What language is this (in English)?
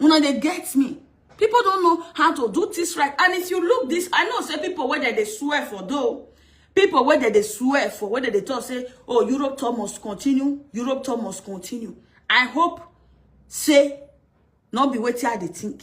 Nigerian Pidgin